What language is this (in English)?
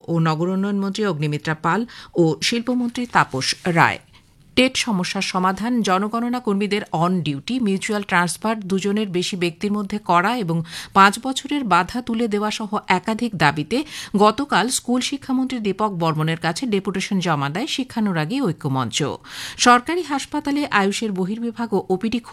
Bangla